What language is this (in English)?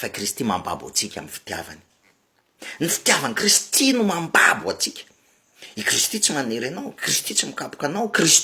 Malagasy